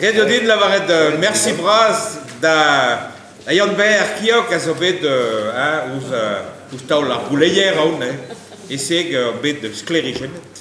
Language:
Breton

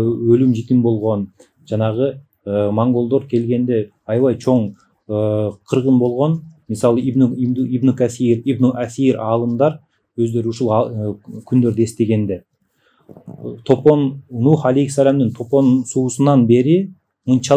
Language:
Kyrgyz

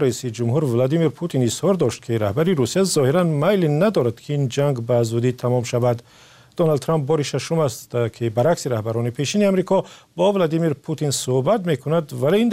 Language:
Persian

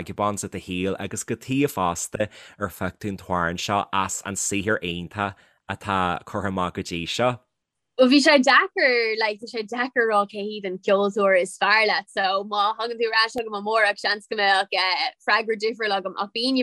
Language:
Irish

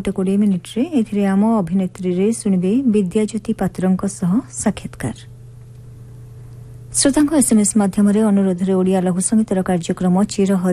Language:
Odia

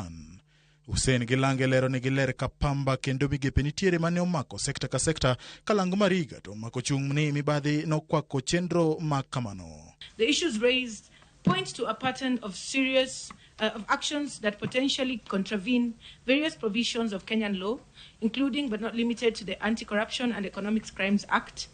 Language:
Luo (Kenya and Tanzania)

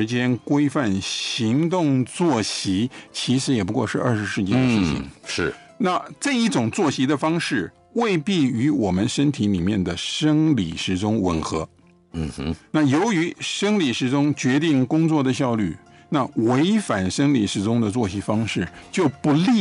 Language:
Chinese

